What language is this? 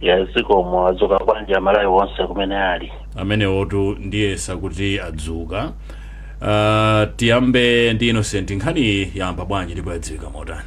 Nyanja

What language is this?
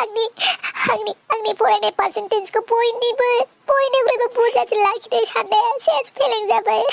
Bodo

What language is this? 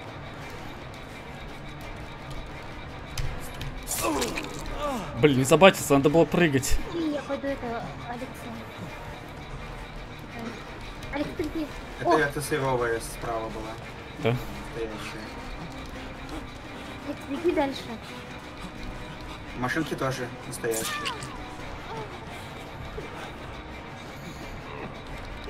Russian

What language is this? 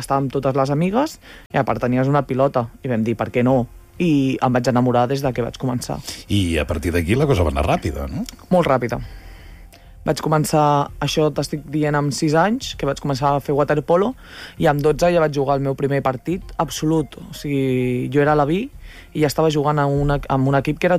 Catalan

